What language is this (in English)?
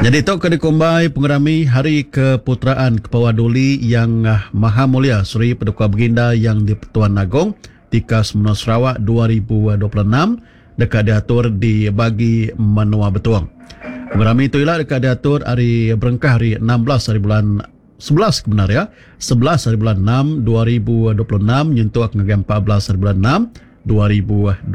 Iban